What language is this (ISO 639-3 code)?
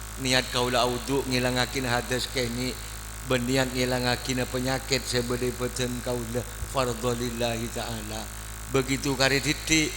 mad